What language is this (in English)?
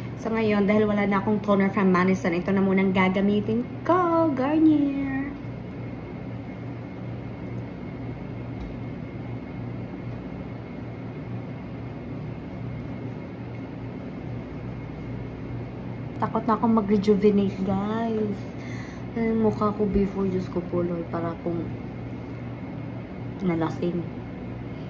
Filipino